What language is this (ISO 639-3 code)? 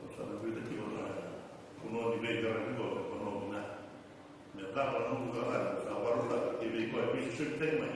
fij